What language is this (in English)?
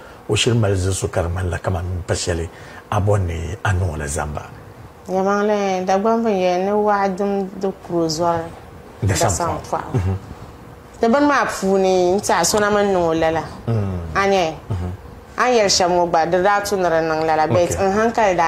Dagbani